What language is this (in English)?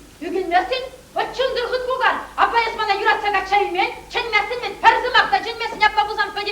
Chuvash